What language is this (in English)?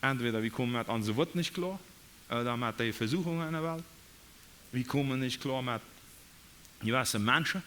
Plautdietsch